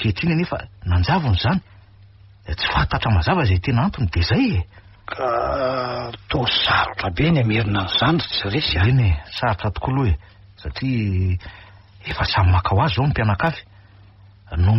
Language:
Malagasy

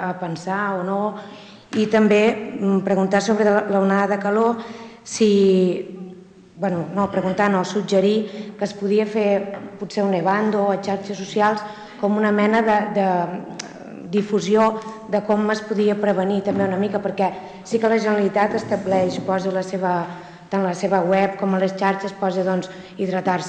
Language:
Catalan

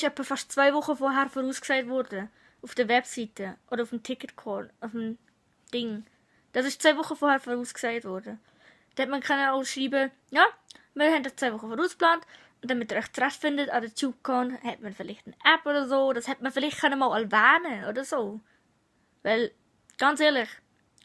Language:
Swiss German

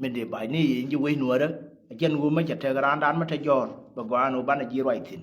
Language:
Nuer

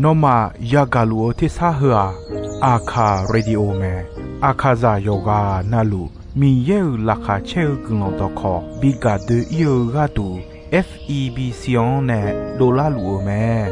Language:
Akha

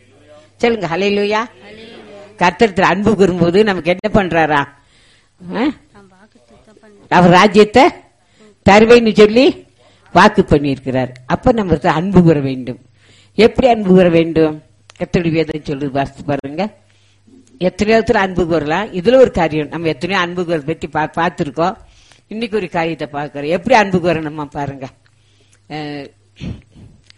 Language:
Tamil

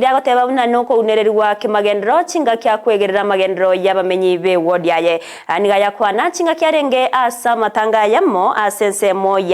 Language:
Gusii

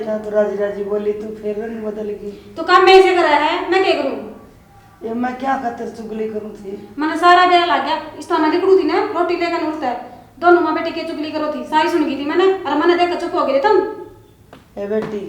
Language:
Haryanvi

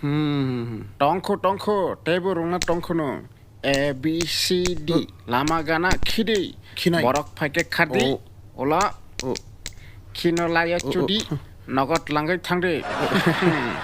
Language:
Kok Borok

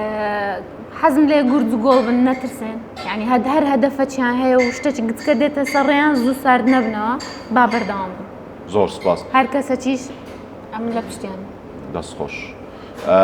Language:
Central Kurdish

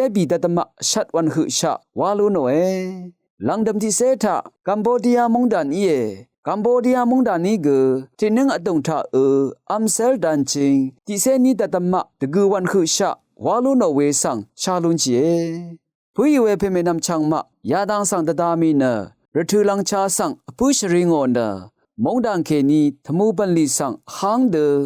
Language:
Rawang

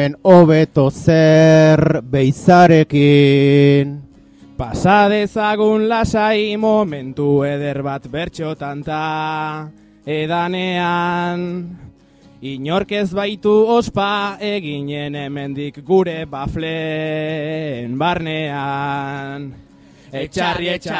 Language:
Basque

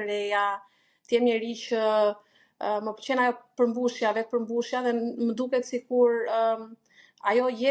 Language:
Albanian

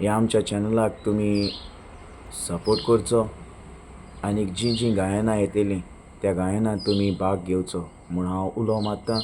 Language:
Konkani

